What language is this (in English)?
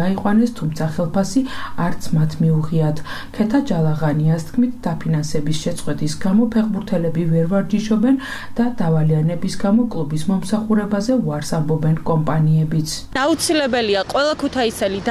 Georgian